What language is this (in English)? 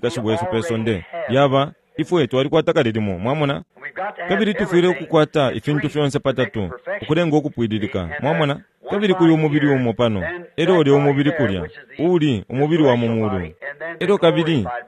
Bemba